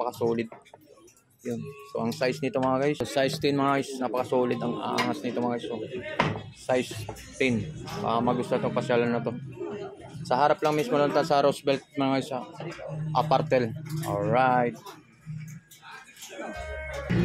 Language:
Filipino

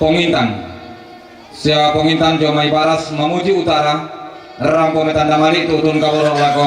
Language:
Toraja-Sa'dan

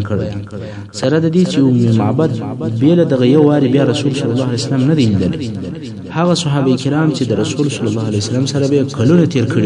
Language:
Pashto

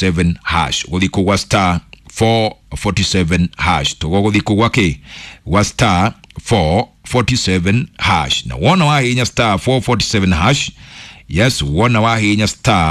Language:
Kikuyu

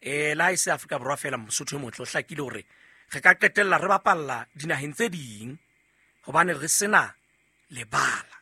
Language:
Southern Sotho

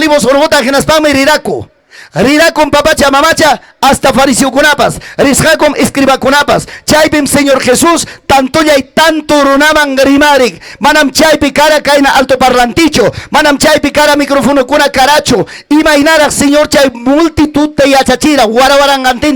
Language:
Ayacucho Quechua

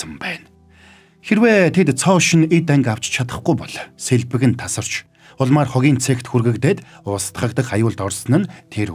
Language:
Mongolian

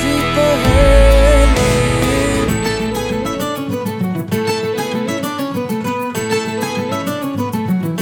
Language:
Hindi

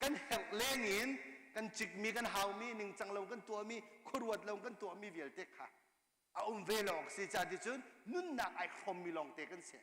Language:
Hakha Chin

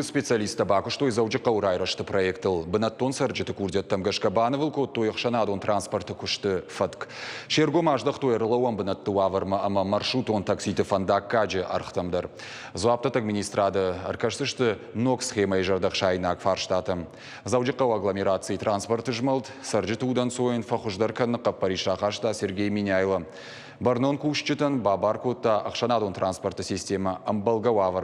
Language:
Ossetic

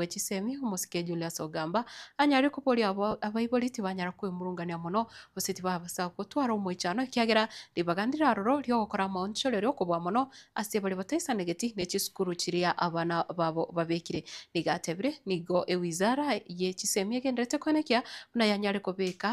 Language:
Gusii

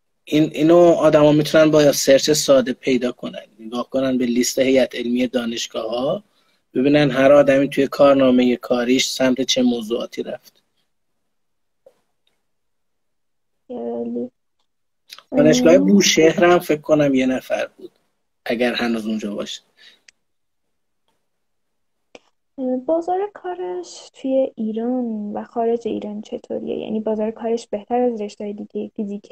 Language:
Persian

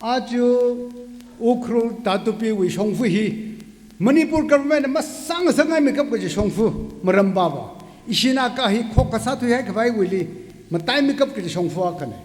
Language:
Tangkhul Naga (India)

